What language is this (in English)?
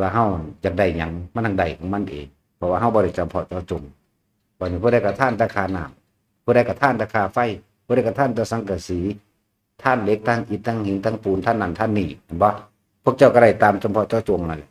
Northeastern Thai